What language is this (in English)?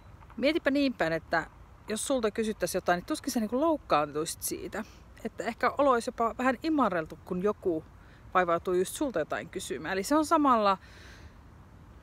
Finnish